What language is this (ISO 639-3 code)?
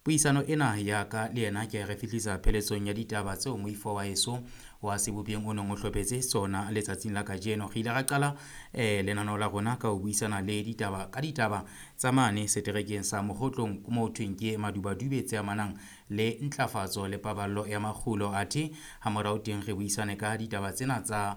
sot